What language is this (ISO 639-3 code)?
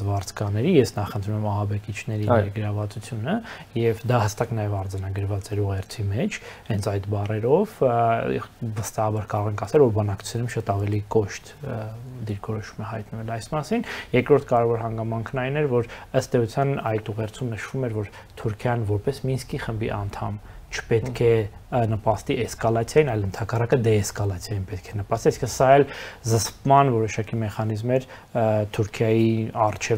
hye